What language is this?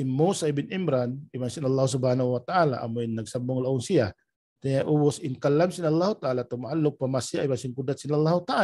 Tausug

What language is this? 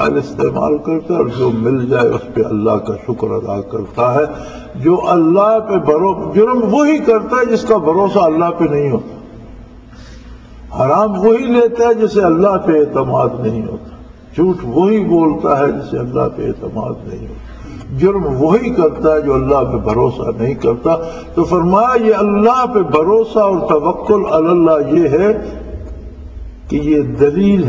Urdu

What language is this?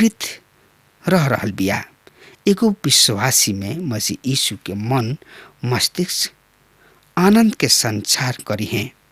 Bhojpuri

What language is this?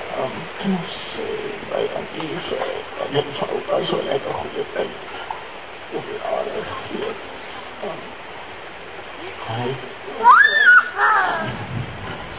Afrikaans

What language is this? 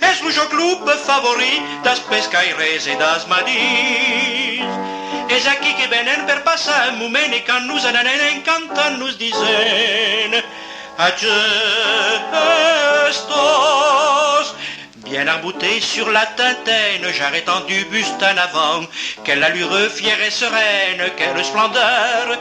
Occitan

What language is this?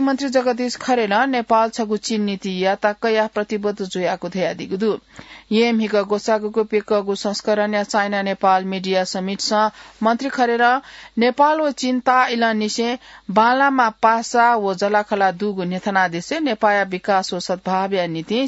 Newari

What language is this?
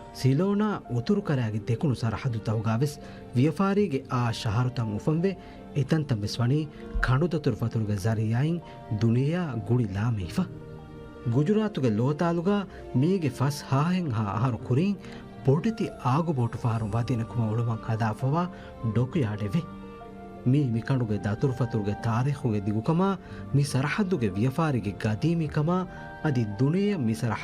Divehi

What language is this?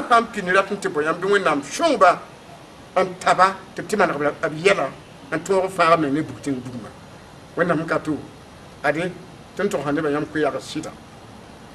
Mossi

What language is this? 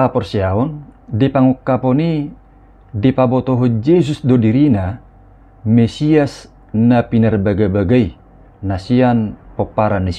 Batak Toba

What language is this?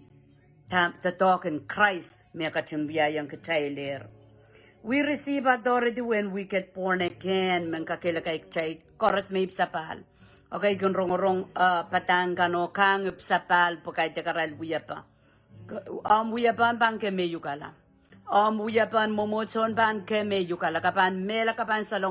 Pohnpeian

